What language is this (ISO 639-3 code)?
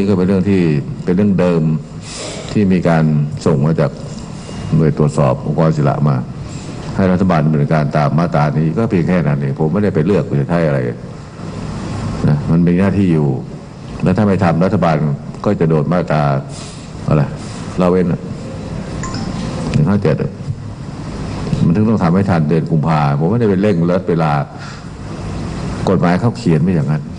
tha